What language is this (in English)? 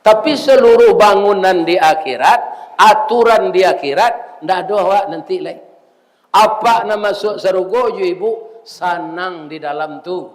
Minangkabau